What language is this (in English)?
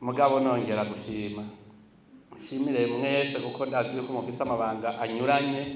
Rundi